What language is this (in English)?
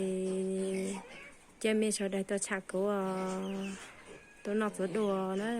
Hmong